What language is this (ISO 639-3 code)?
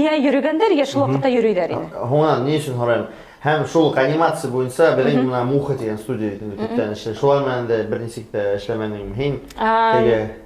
bak